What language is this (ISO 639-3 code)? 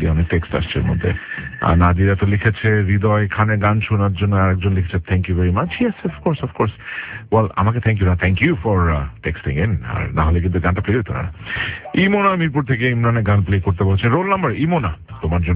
ben